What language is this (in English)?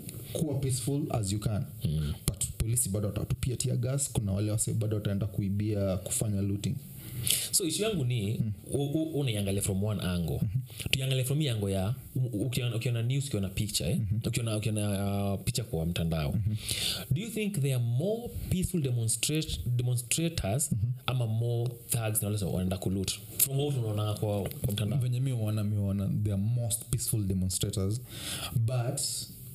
Swahili